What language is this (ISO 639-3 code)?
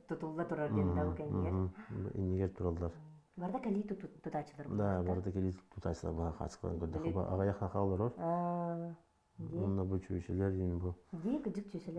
sah